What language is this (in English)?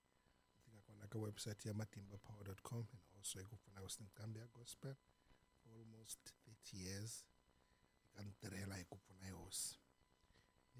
Tsonga